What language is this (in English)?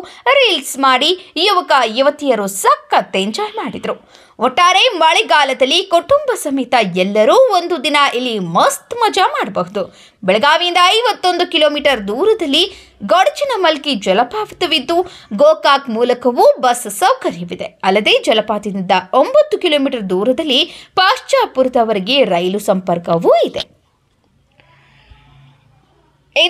Kannada